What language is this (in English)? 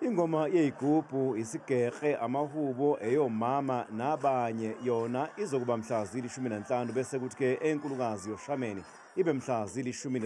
Zulu